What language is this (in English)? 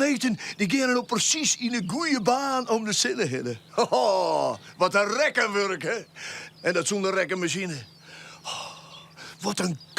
Western Frisian